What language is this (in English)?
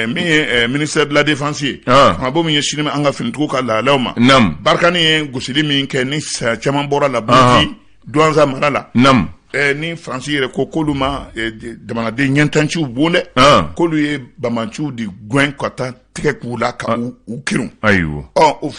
Bambara